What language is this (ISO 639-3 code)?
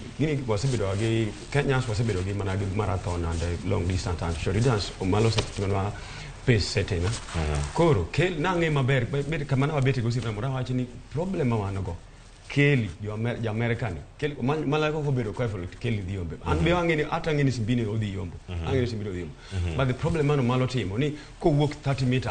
luo